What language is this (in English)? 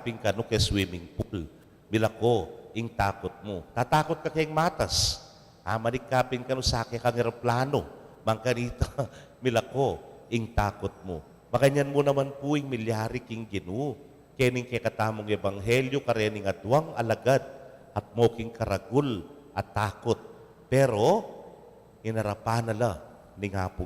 Pampanga